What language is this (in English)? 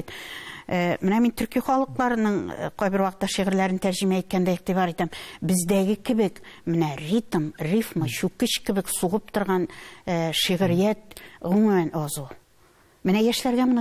Tatar